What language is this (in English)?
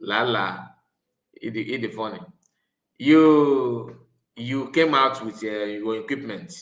Igbo